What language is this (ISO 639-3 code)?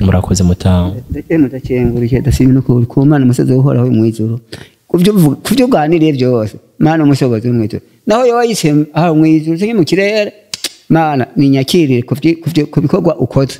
run